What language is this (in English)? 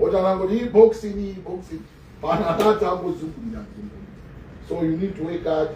Nyanja